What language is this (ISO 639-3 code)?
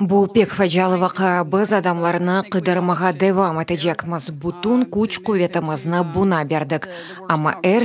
crh